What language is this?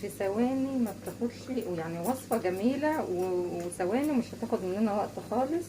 Egyptian Arabic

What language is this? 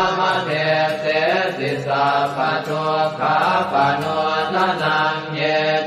Pali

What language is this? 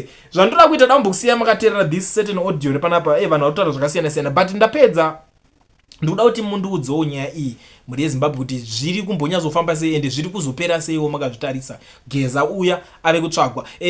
Shona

